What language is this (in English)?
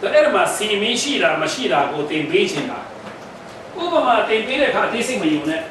Falam Chin